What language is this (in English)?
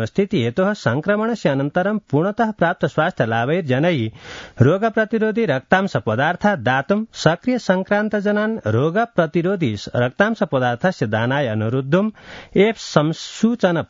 Sanskrit